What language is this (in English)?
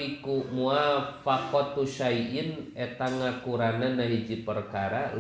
Sundanese